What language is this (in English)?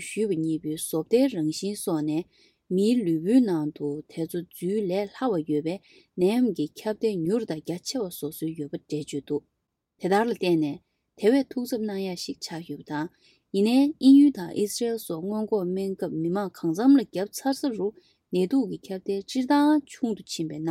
Tibetan